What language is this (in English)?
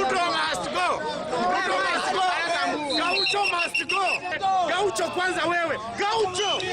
Luo (Kenya and Tanzania)